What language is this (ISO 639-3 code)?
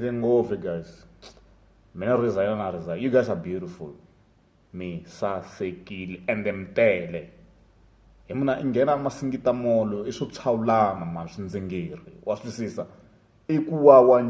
tso